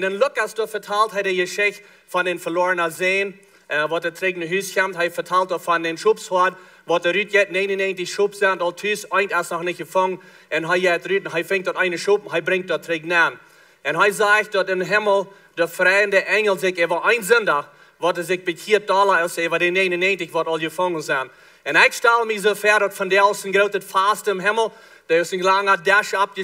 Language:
Plautdietsch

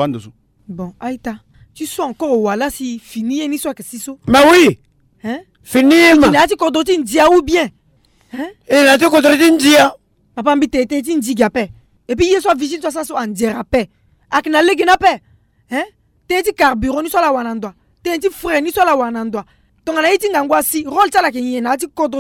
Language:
Sango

